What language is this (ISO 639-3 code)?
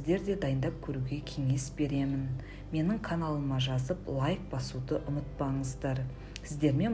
kaz